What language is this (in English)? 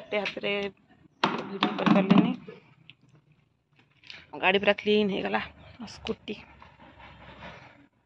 Odia